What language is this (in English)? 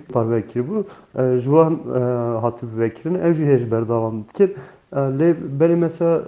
Kurdish